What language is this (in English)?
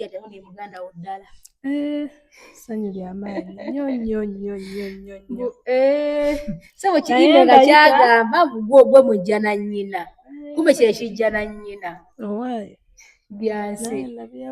Ganda